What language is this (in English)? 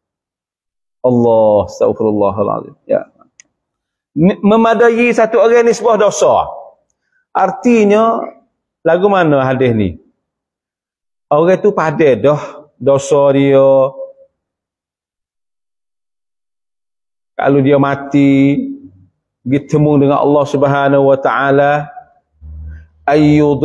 Malay